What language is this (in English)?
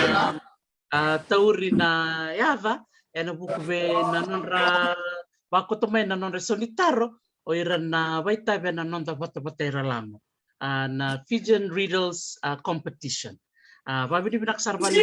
Fijian